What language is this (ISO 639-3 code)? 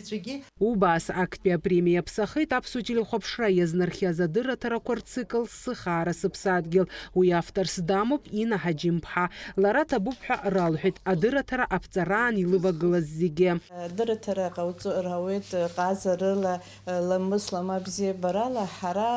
abk